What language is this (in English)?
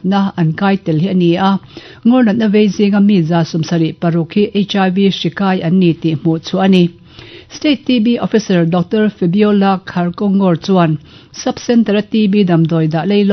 Mizo